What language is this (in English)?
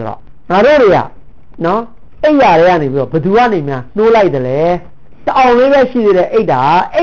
Burmese